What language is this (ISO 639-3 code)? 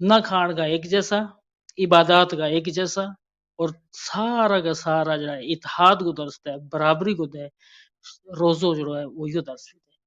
gju